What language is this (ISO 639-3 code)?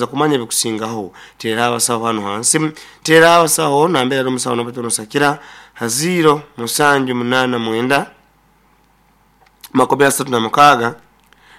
nyo